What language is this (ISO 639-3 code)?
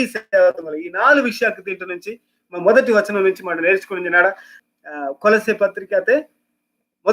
kff